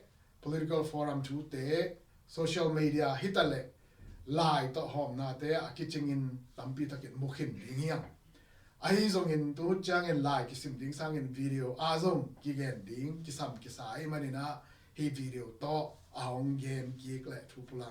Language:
Tedim Chin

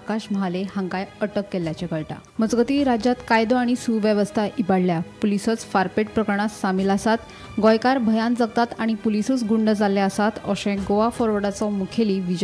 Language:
Konkani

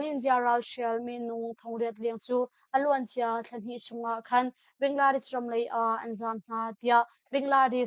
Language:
Hakha Chin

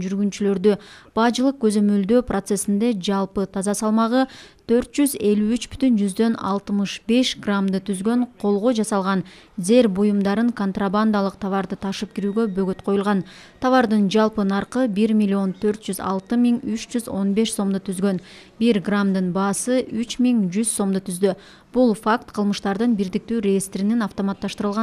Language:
Kyrgyz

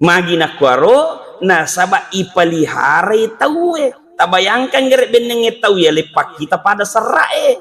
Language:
Buginese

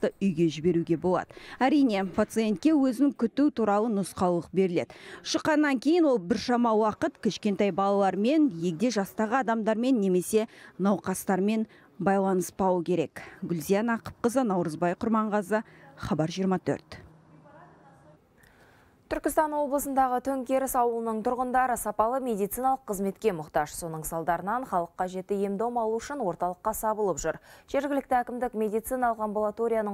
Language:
Kazakh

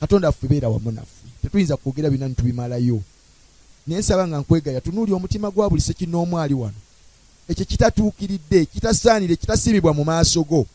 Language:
Ganda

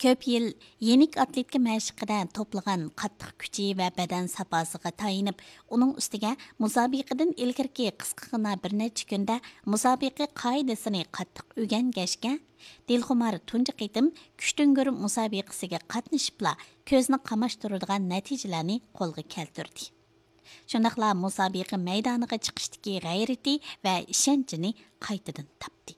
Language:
Uyghur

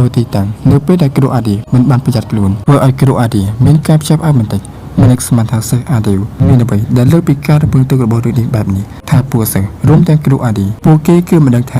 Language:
Khmer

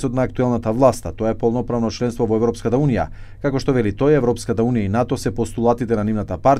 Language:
Macedonian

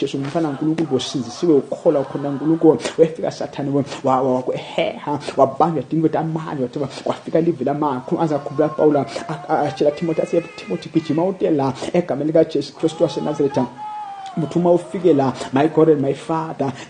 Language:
Zulu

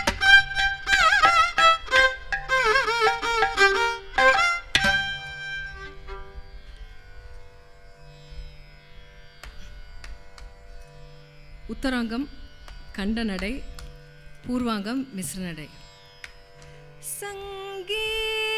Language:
Tamil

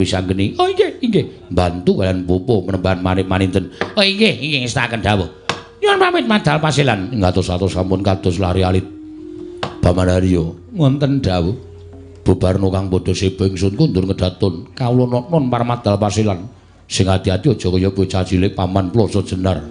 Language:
Javanese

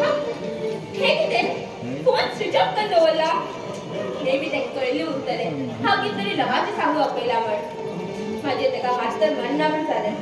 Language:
Konkani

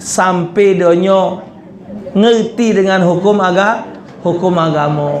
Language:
Musi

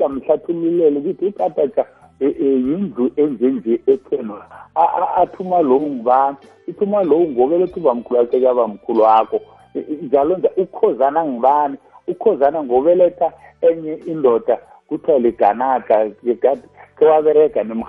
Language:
South Ndebele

